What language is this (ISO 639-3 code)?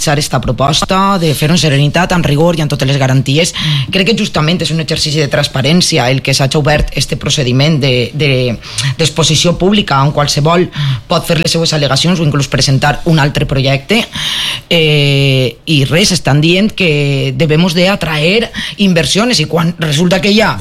cat